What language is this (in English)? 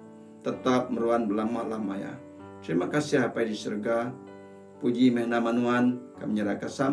Iban